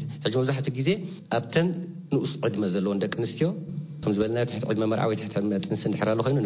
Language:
Tigrinya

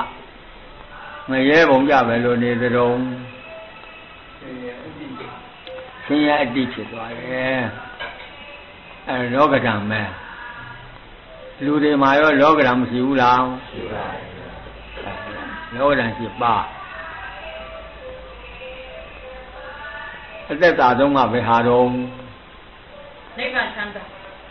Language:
Burmese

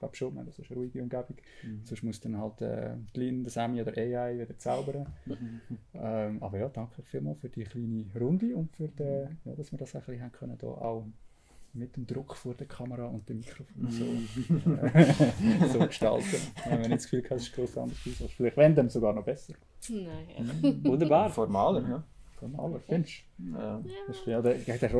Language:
Swiss German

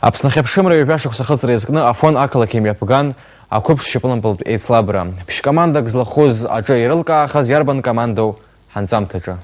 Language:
Abkhazian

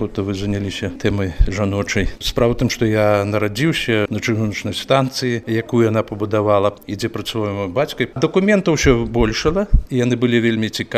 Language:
Belarusian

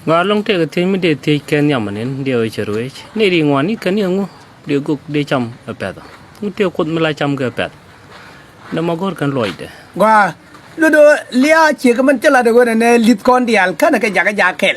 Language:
Nuer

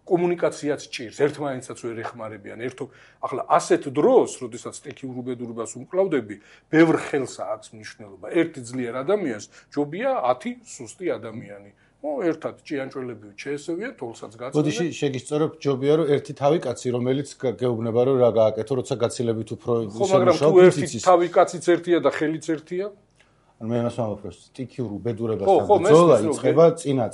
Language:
Georgian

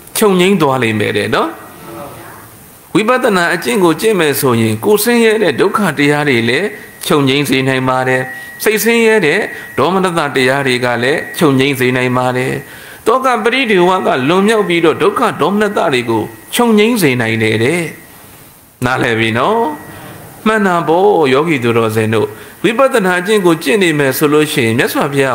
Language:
Burmese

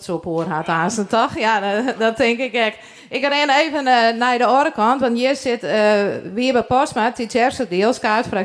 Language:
Western Frisian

